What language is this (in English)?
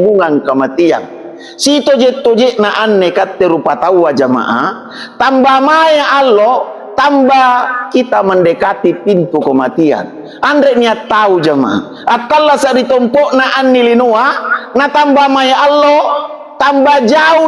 Makasar